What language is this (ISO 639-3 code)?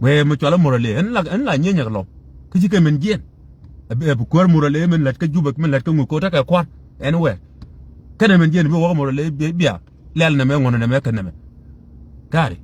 nus